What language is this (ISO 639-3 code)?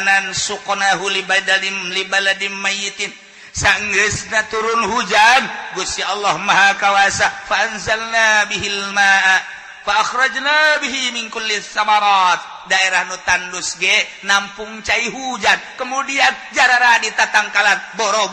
sun